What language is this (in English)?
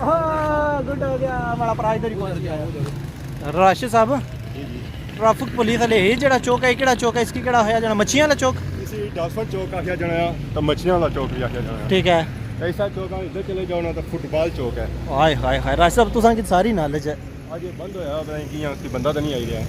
Pahari-Potwari